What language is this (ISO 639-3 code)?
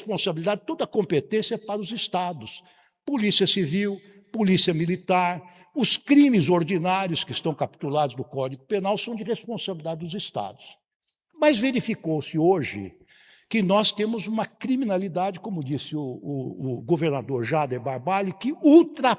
por